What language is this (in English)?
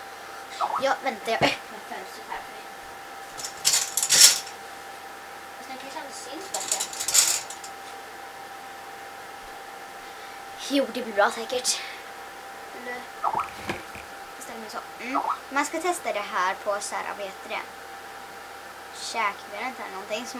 Swedish